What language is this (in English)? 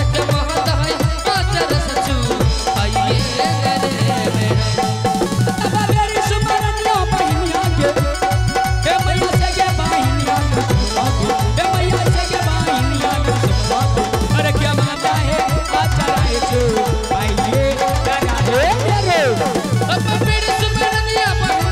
Bhojpuri